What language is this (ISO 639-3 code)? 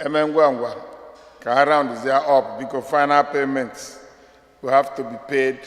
ibo